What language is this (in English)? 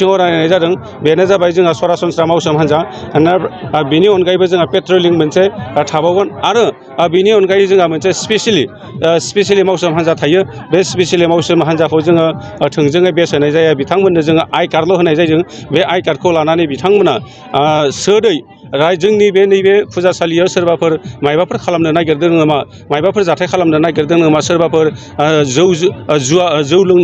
Bodo